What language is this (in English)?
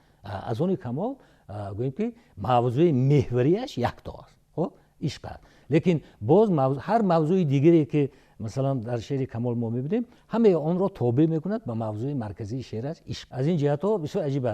Tajik